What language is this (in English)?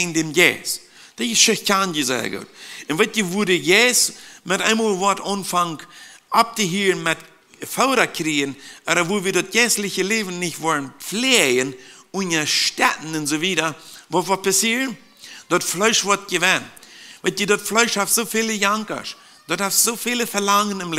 Plautdietsch